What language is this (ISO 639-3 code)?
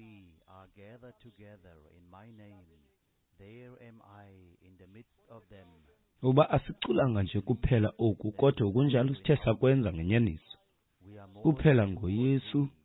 xho